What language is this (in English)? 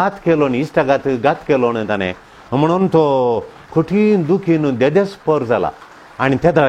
Konkani